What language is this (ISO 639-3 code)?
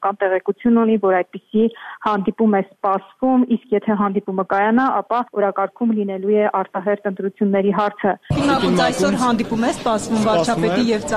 hye